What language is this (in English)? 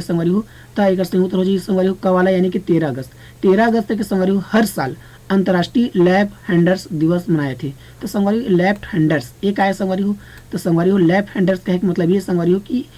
Chhattisgarhi